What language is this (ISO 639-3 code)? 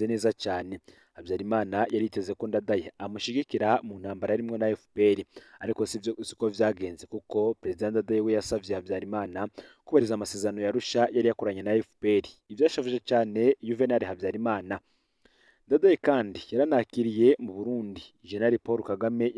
run